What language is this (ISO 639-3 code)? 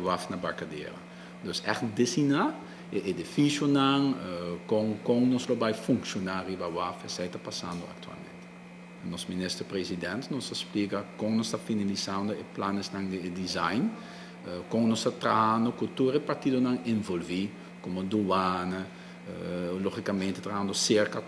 pap